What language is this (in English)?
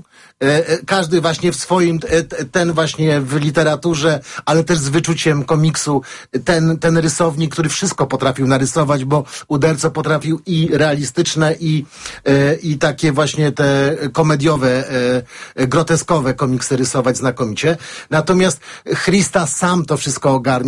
Polish